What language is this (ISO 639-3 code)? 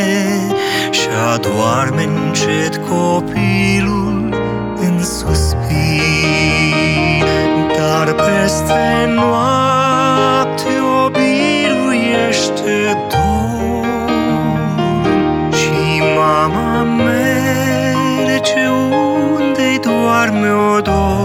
ron